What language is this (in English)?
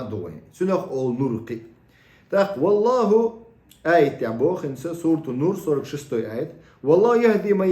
Chechen